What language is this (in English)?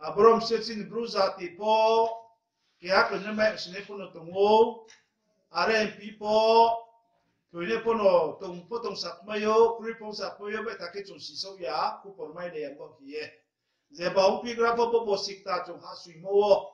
Riang (India)